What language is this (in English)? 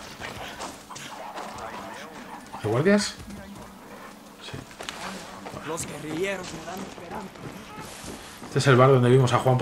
Spanish